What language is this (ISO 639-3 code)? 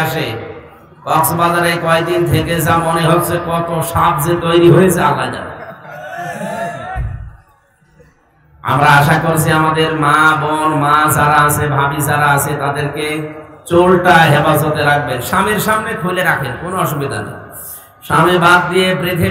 ben